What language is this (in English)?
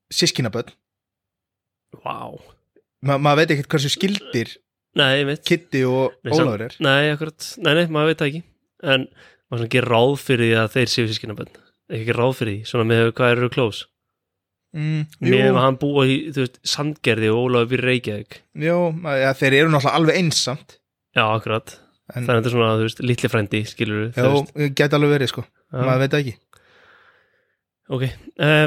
Icelandic